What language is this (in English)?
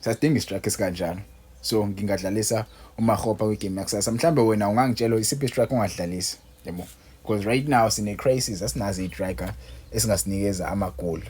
Zulu